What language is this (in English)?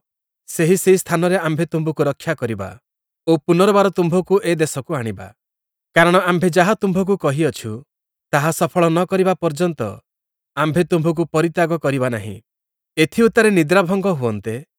Odia